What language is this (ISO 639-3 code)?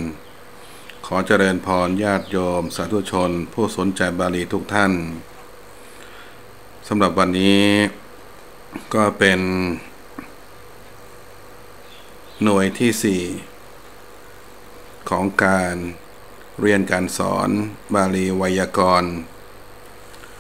tha